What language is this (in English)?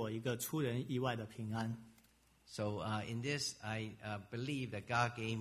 Chinese